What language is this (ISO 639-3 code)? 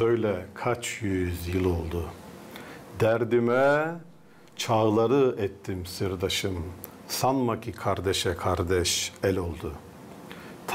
gag